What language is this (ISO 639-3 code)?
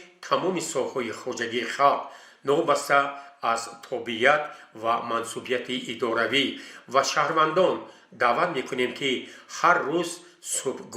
tgk